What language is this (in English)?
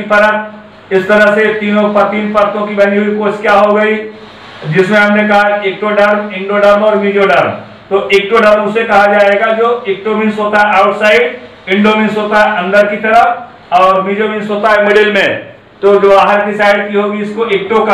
Hindi